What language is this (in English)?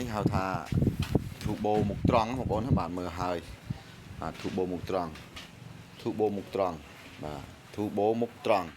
Khmer